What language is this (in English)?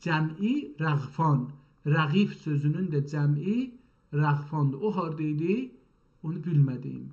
South Azerbaijani